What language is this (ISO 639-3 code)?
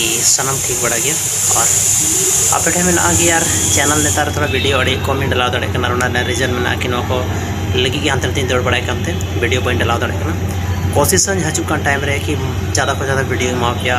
sat